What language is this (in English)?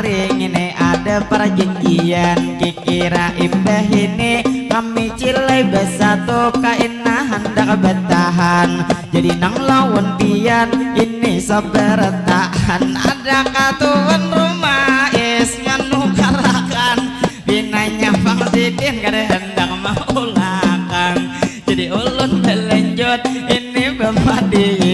Banjar